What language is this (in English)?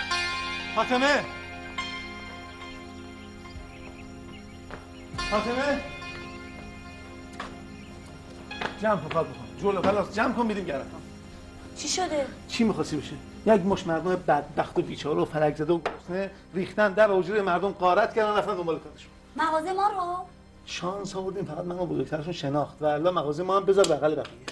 Persian